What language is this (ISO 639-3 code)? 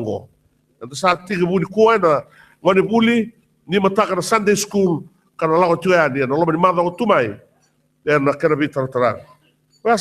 fij